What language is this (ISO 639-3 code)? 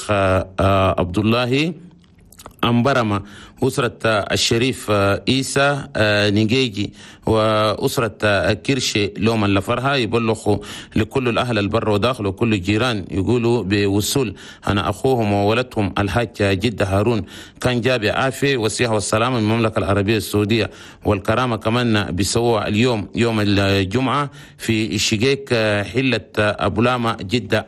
shu